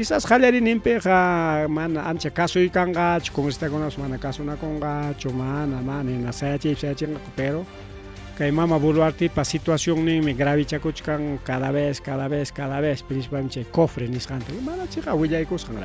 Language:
Ayacucho Quechua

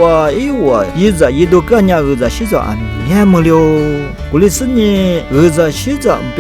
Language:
Lisu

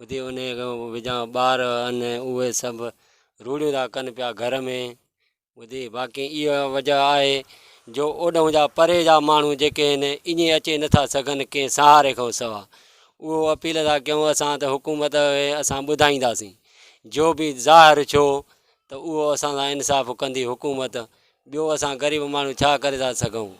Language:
Sindhi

